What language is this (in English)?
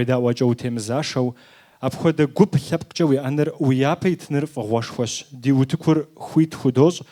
Kabardian